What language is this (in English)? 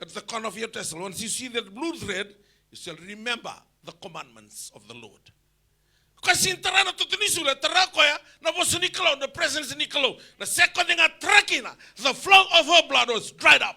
Fijian